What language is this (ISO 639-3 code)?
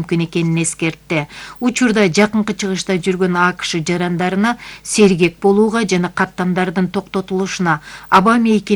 kir